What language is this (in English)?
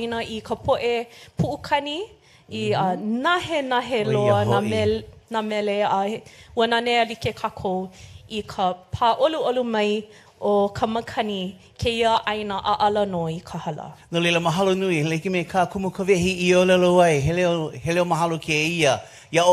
Hawaiian